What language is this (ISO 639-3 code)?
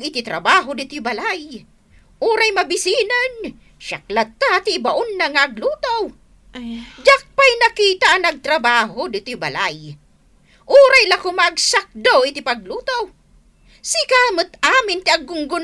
ilo